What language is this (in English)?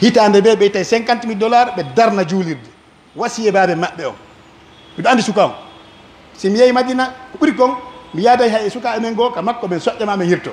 Pular